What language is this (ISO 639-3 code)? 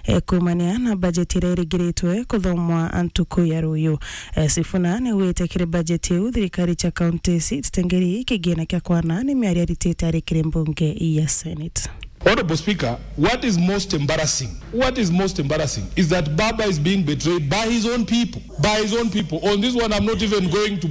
mer